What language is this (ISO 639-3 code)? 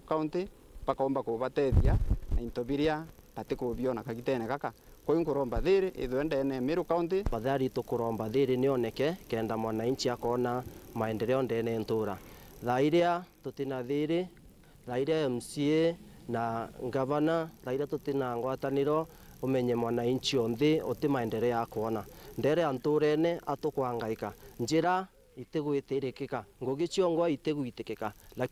mer